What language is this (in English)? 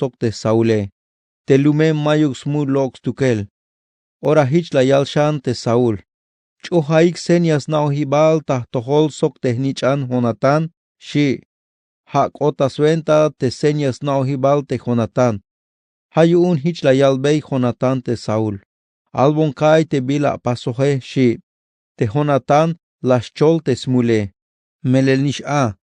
Tzeltal